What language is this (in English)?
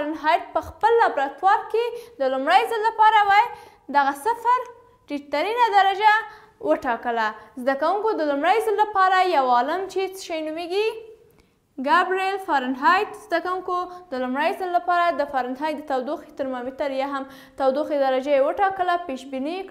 Pashto